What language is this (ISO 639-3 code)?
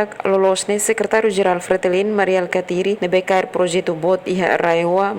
tet